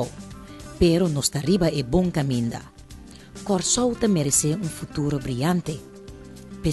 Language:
Papiamento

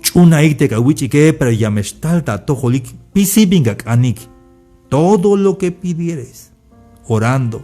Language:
Tzeltal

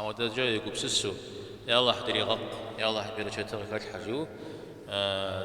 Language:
Kabardian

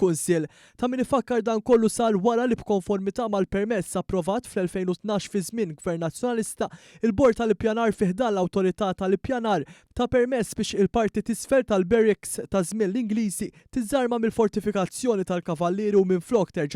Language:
Maltese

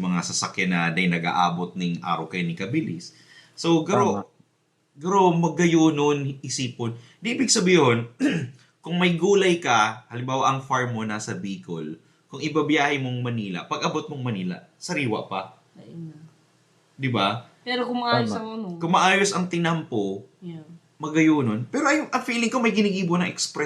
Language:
Bikol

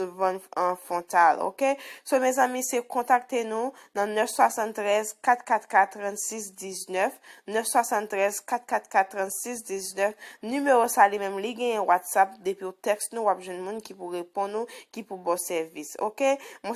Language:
Haitian Creole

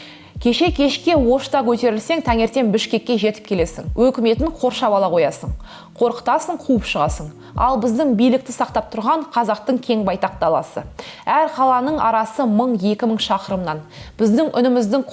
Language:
Kazakh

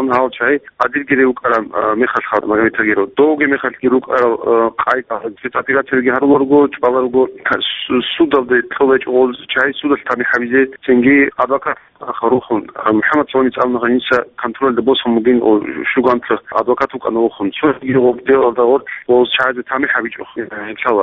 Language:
Avaric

